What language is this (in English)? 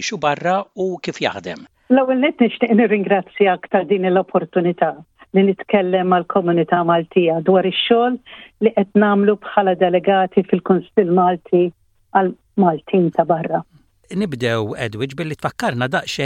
Maltese